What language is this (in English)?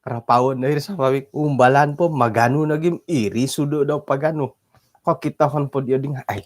Central Dusun